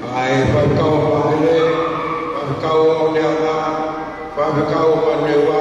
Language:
Tongan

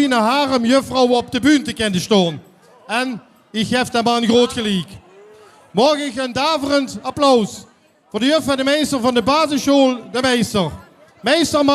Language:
Limburgish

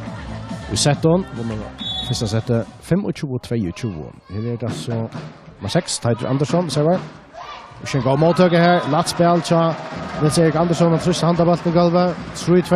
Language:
Faroese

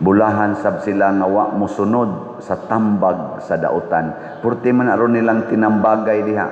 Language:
Cebuano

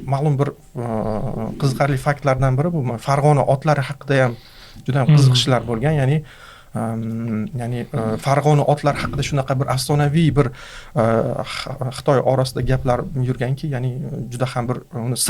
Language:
Uzbek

